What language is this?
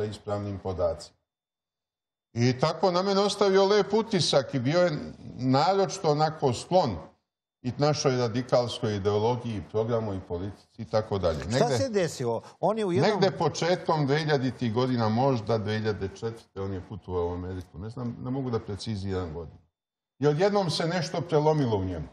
Serbian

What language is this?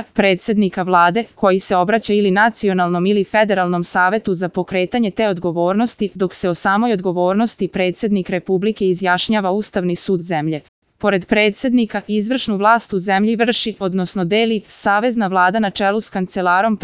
Serbian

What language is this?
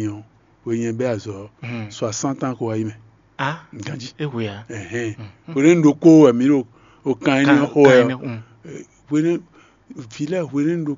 Fon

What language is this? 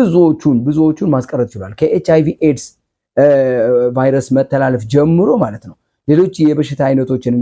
Amharic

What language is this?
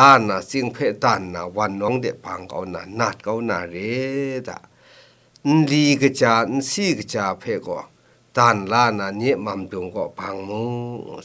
Kachin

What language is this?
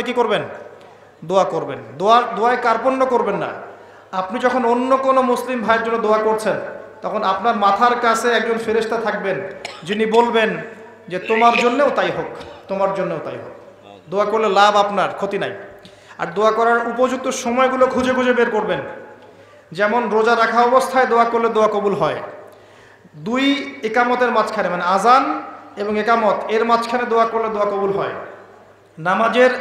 Bangla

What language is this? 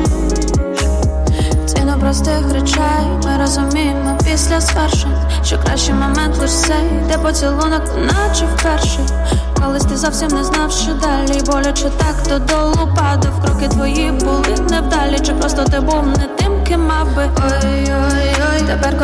Ukrainian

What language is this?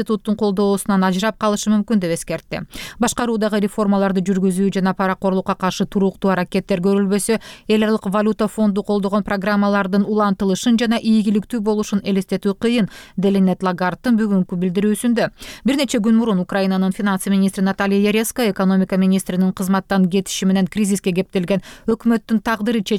Kyrgyz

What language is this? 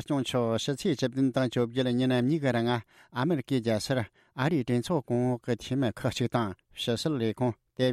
Tibetan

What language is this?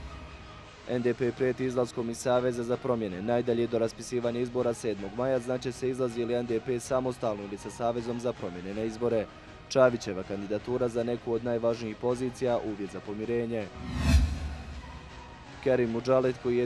Bosnian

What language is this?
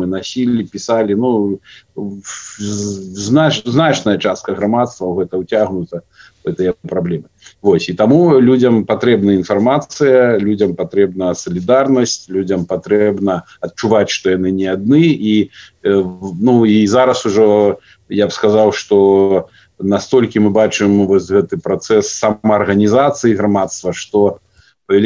Belarusian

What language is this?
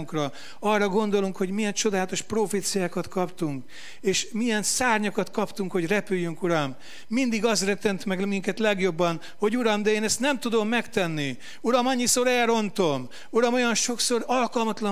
Hungarian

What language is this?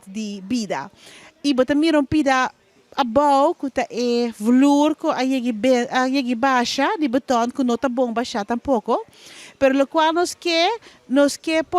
Papiamento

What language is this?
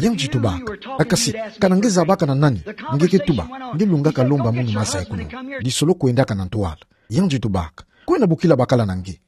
Kituba (Democratic Republic of Congo)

